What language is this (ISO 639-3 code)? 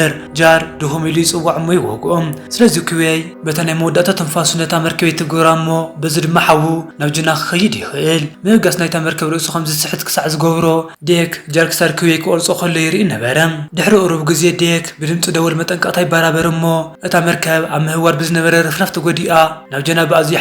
tir